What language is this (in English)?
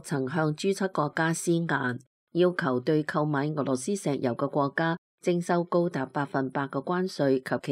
Cantonese